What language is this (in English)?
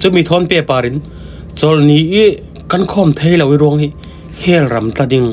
Falam Chin